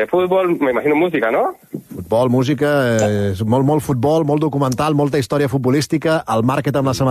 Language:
Catalan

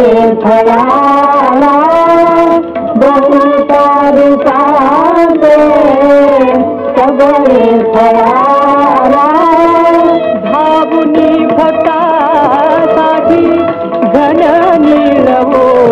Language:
Marathi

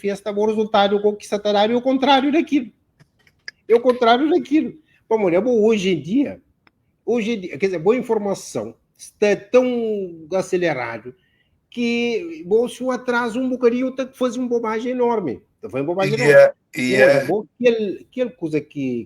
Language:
Kabuverdianu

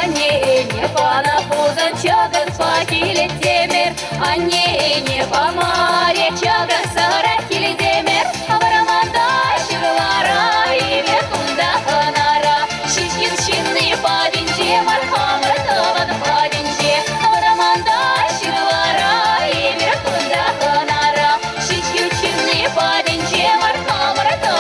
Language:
Chuvash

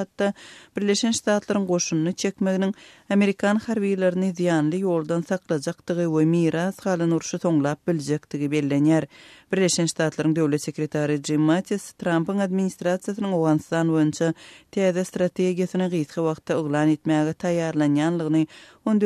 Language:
Turkmen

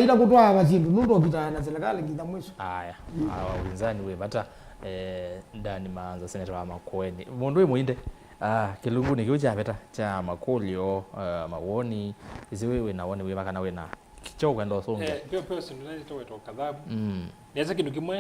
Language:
Kamba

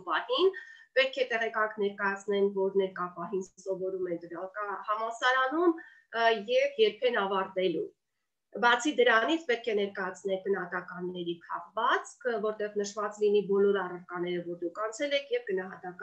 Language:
Armenian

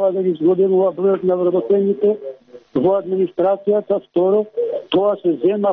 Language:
Macedonian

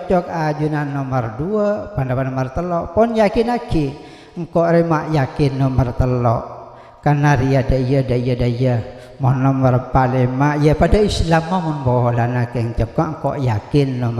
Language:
Madurese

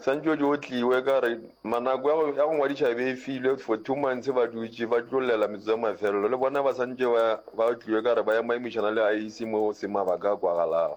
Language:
Northern Sotho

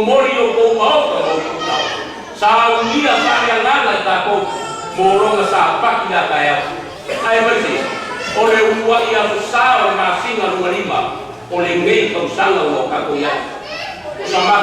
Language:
Samoan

